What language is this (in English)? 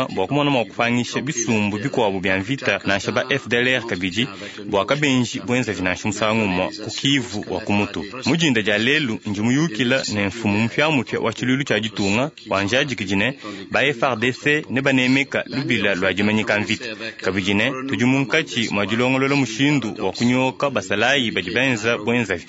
Luba-Lulua